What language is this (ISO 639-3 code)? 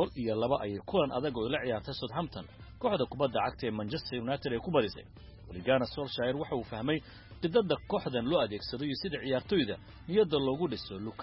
som